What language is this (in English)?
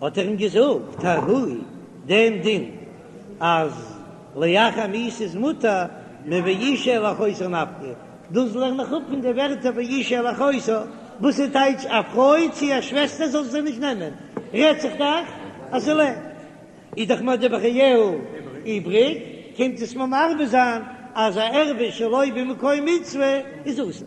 Yiddish